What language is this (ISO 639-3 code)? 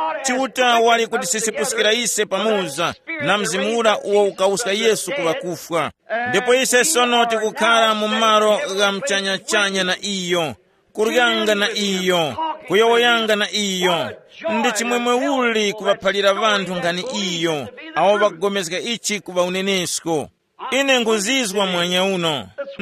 tum